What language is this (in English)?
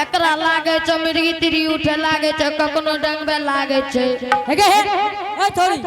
Angika